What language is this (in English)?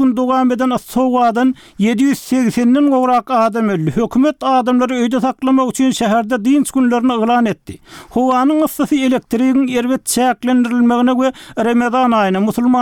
Turkmen